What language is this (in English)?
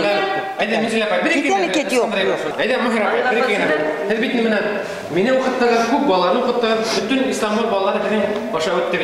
Bashkir